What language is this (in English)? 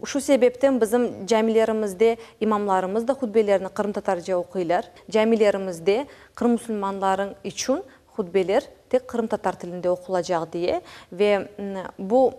Crimean Tatar